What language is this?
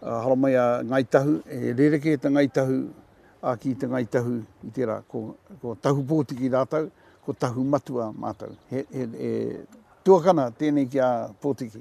Māori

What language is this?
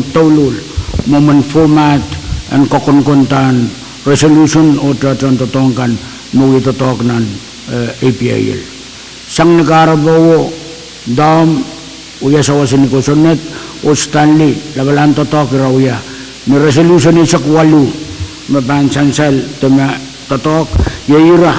Pohnpeian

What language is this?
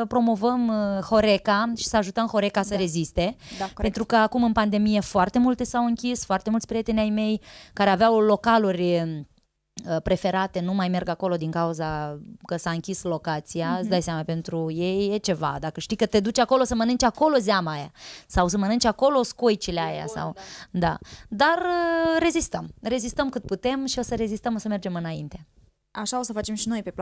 Romanian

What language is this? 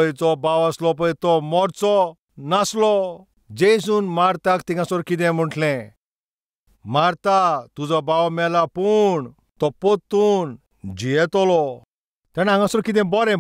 Konkani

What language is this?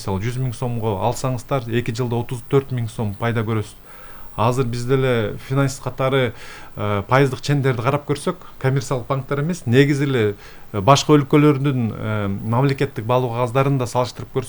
Kyrgyz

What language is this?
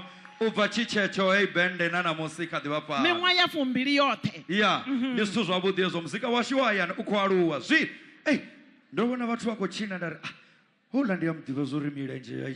Venda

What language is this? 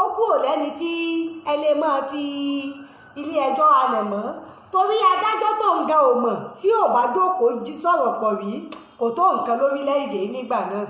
Yoruba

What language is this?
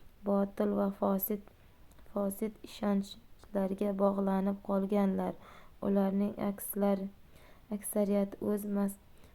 Uzbek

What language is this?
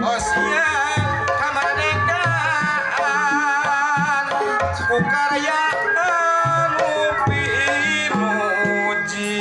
Sundanese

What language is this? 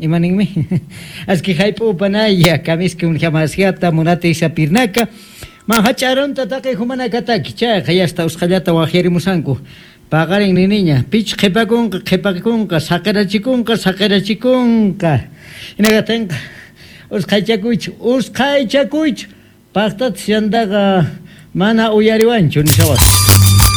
South Bolivian Quechua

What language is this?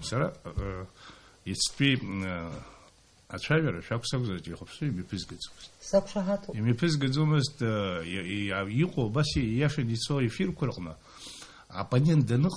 Abkhazian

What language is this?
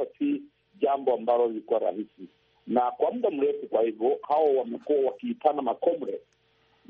Swahili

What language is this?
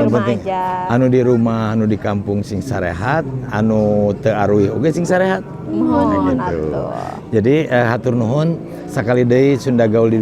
Sundanese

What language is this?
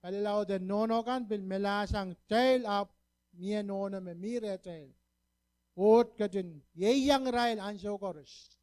Pohnpeian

